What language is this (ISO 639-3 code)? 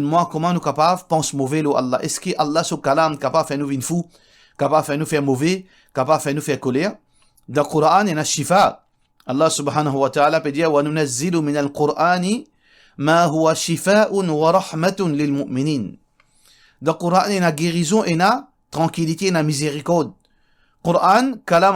mfe